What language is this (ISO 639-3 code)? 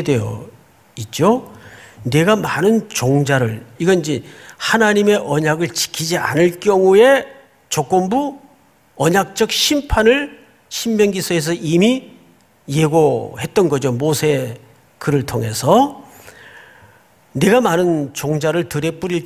kor